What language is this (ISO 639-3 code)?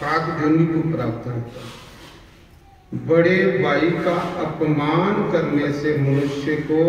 doi